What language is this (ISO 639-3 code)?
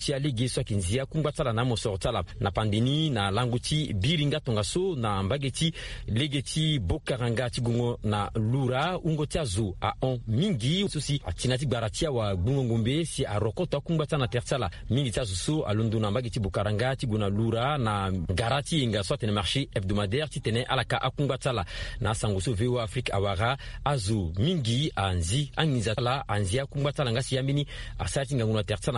sag